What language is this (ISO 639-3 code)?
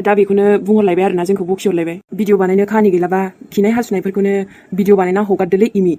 brx